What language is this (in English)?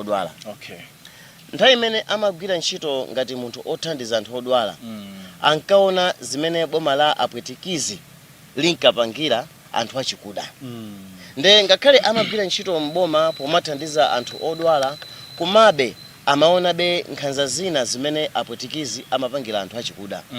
Nyanja